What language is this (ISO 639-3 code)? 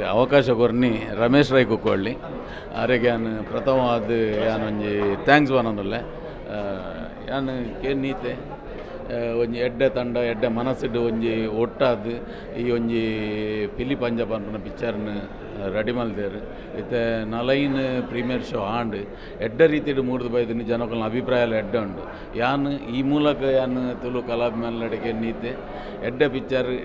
tcy